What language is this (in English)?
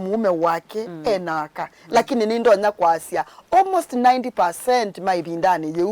Kamba